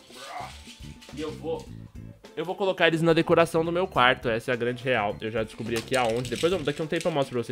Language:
Portuguese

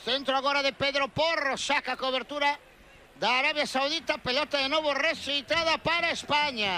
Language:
Galician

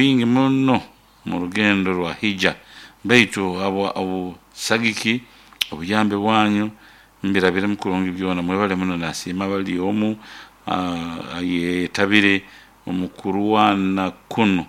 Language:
Nyoro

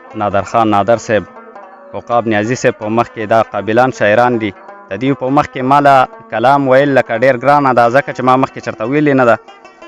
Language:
Pashto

